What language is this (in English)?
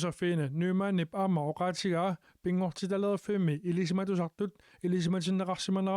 Kalaallisut